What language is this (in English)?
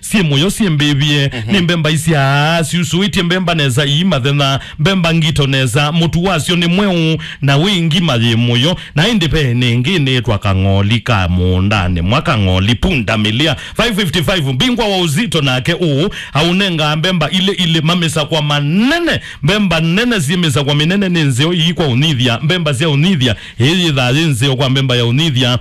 Kamba